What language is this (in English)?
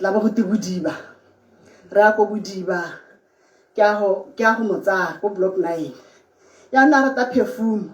Tswana